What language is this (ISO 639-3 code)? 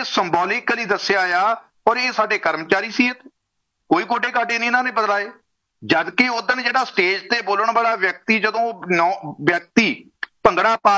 pan